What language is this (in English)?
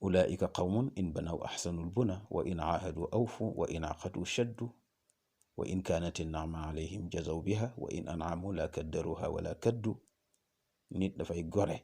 Wolof